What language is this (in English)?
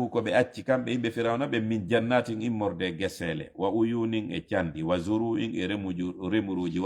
Fula